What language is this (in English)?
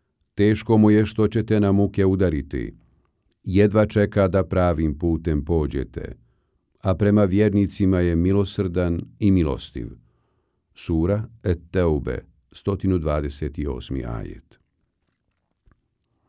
Bosnian